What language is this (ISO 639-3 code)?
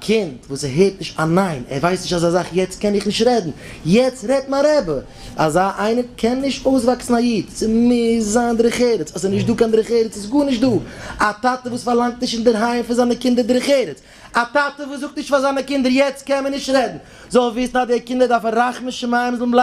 yid